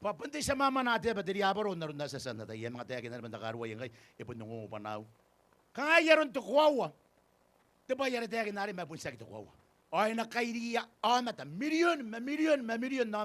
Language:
Gilbertese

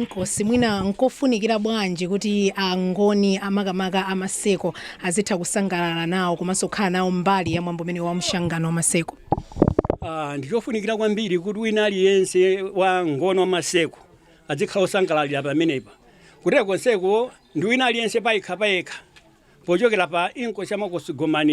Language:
Nyanja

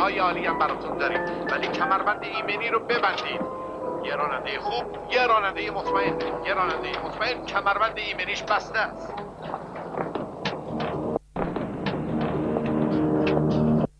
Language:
Persian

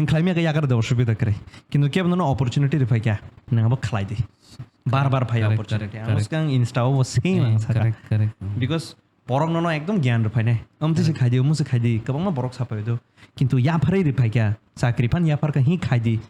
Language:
Kok Borok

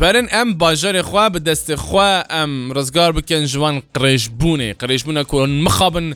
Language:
Kurdish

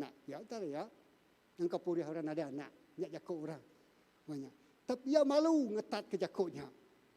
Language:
Iban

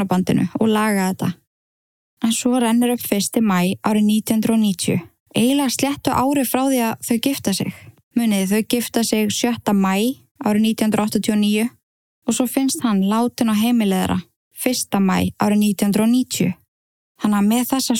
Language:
Icelandic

